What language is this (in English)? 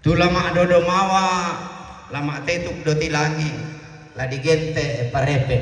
Toraja-Sa'dan